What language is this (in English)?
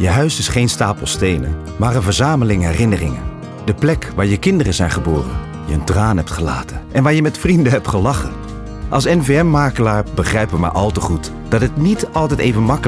Dutch